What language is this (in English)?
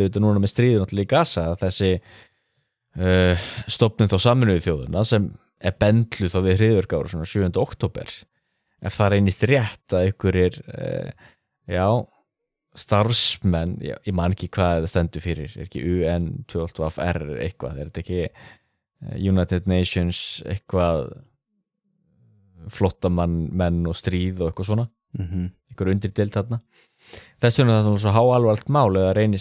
Icelandic